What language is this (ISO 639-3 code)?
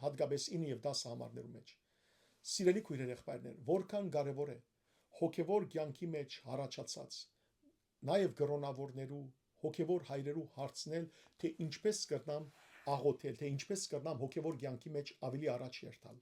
hyw